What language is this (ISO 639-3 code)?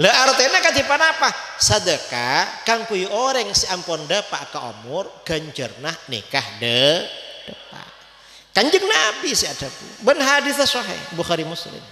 mad